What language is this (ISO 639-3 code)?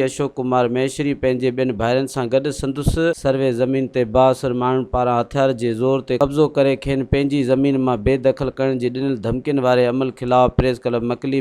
snd